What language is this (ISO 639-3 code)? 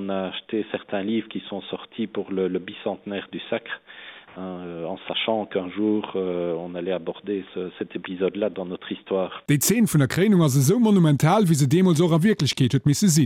ltz